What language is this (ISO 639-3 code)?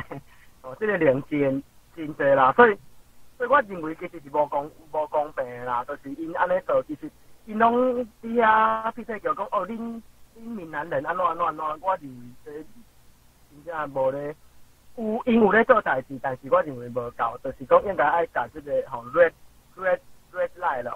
nan